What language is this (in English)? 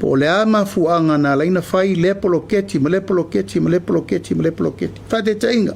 Samoan